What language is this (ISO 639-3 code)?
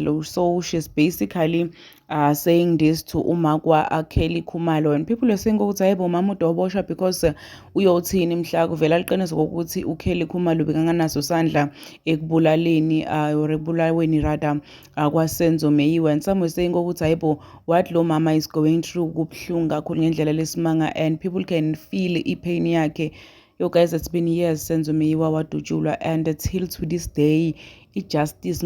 zul